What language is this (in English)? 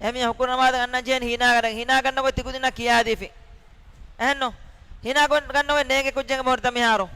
Divehi